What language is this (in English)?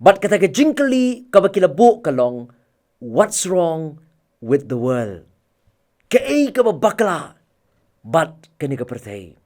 Khasi